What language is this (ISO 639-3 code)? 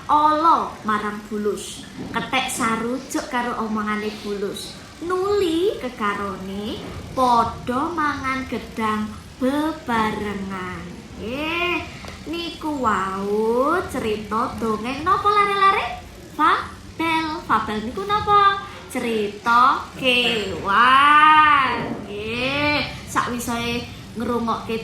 jav